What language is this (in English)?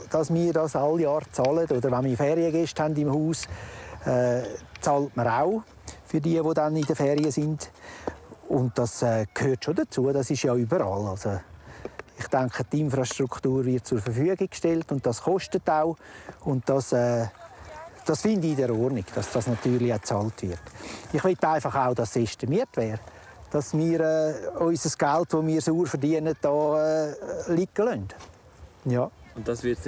Romansh